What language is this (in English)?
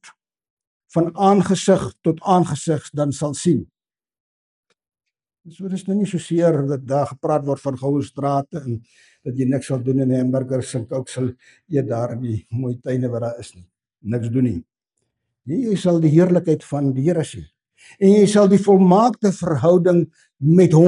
Afrikaans